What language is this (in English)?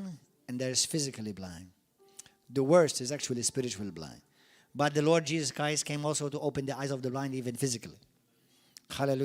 English